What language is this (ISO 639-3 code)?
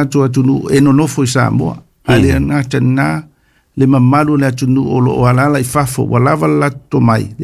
smo